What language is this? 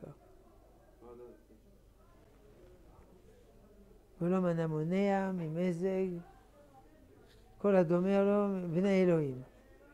Hebrew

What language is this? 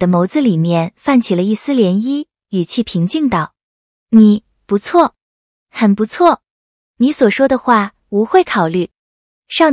Chinese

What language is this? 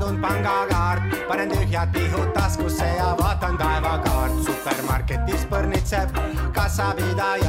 Estonian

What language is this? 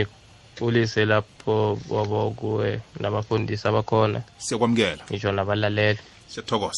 South Ndebele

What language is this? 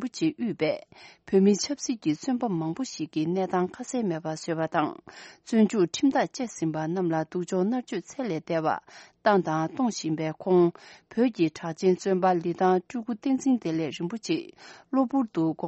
Tibetan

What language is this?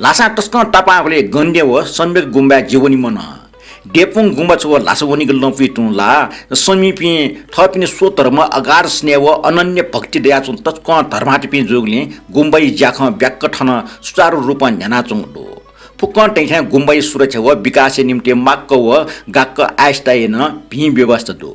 Newari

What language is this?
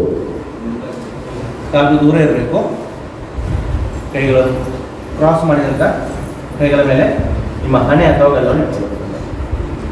Kannada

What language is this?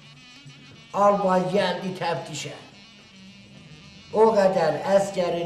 Turkish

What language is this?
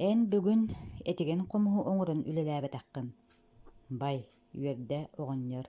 Yakut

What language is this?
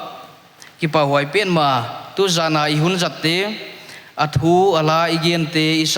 Paite Chin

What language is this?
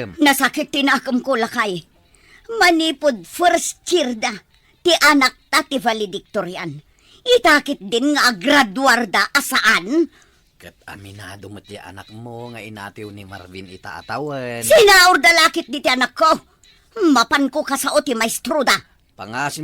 Iloko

